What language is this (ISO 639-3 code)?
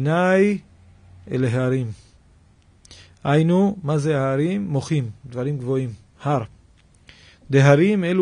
heb